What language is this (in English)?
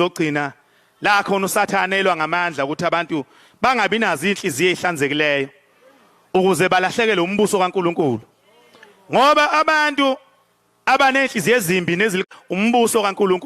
Zulu